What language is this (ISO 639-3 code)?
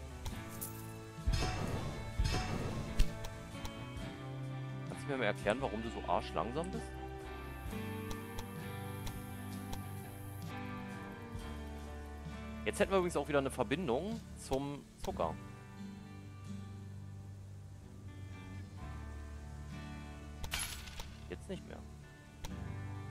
deu